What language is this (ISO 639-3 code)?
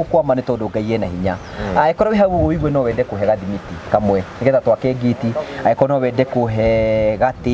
kik